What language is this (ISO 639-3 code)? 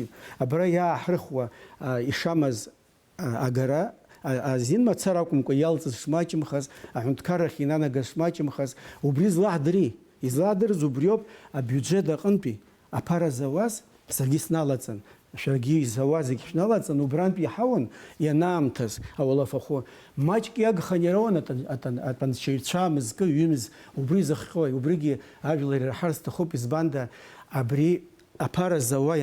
abk